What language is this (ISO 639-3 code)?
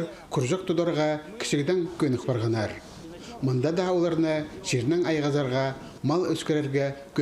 kjh